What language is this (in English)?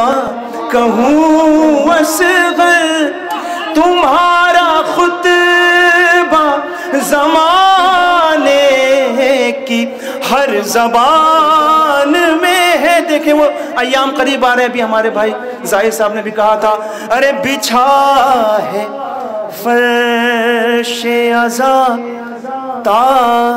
Urdu